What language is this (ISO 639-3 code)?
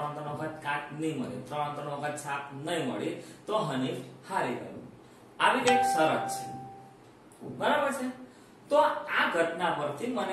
guj